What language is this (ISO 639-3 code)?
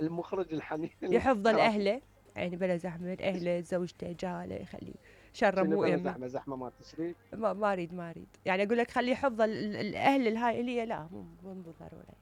acm